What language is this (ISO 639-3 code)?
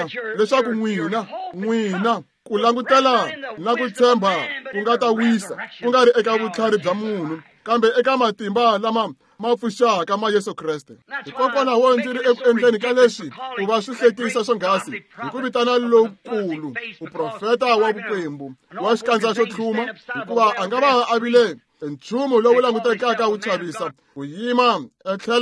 tso